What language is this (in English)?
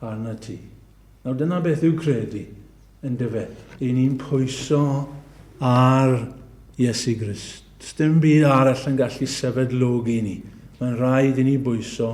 Welsh